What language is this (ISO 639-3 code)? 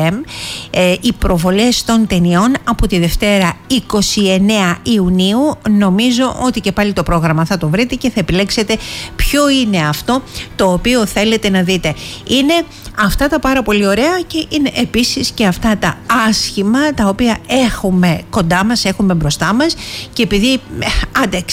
ell